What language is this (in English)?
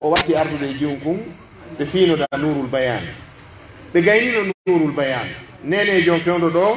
Pular